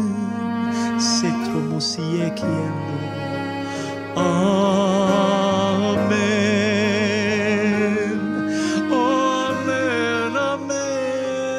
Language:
Afrikaans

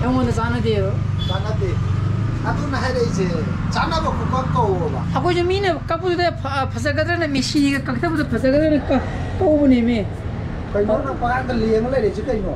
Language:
Manipuri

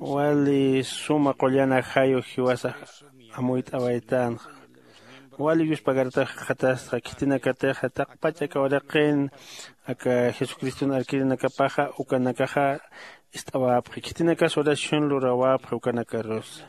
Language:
Aymara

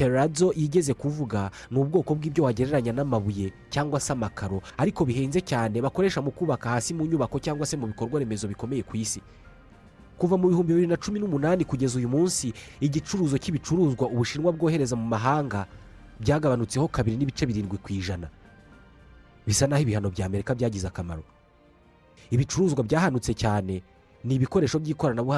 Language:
Kinyarwanda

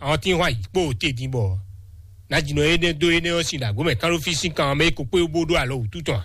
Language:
Fon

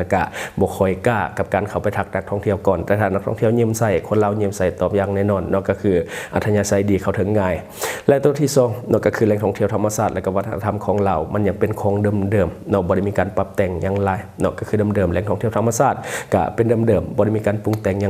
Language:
Lao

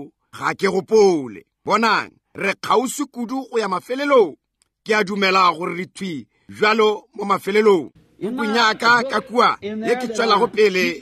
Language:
Northern Sotho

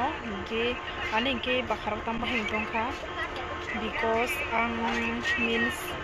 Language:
Kok Borok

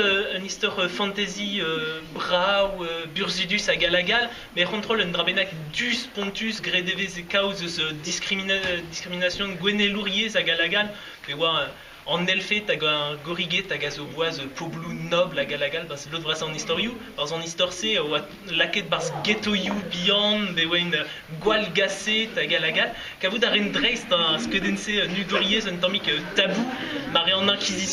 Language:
Breton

